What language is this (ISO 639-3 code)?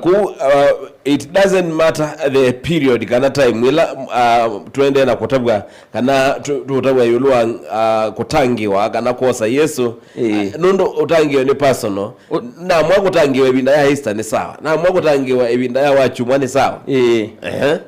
kam